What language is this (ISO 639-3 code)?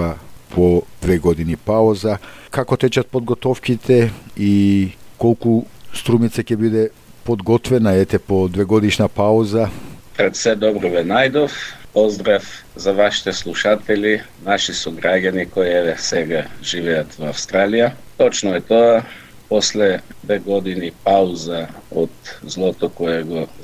mkd